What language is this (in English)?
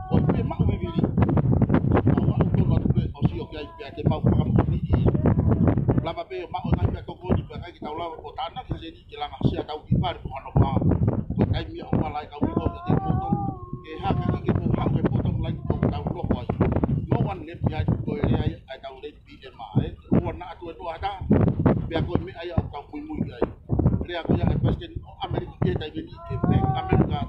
Tongan